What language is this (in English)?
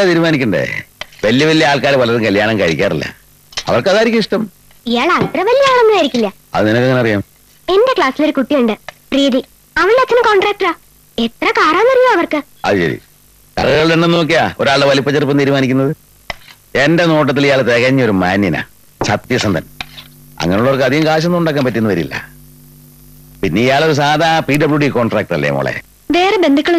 Malayalam